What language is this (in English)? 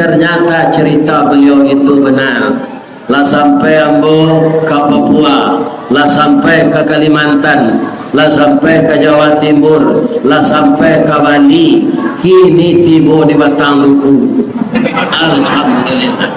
Minangkabau